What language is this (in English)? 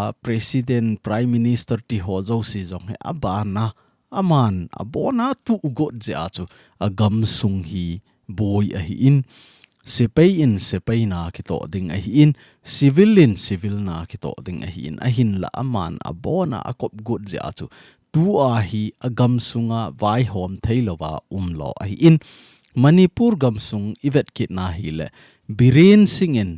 Thado Chin